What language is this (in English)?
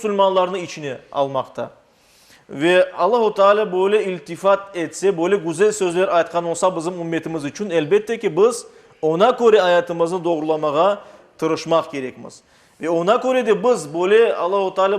Crimean Tatar